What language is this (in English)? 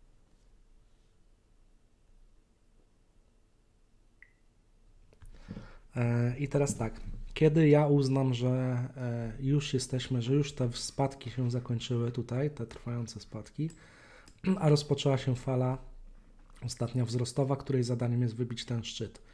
Polish